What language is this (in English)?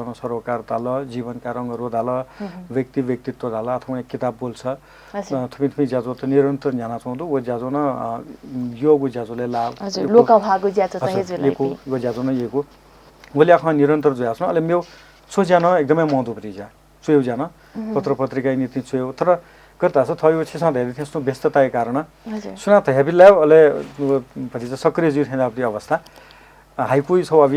Newari